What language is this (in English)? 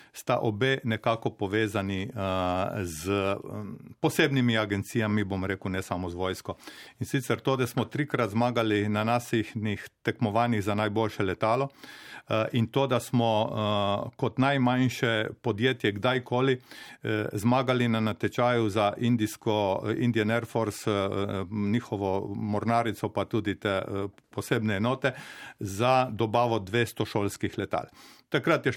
Slovenian